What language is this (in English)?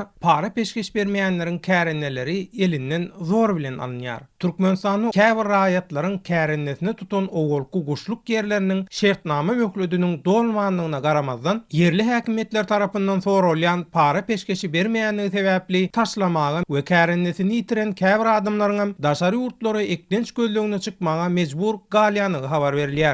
Turkmen